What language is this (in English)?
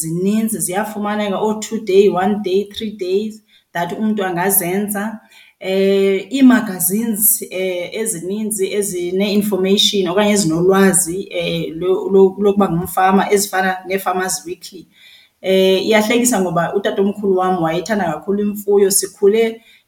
Xhosa